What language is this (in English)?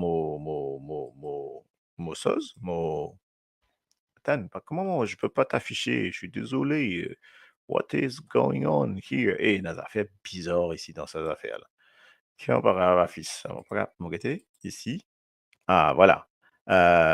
Morisyen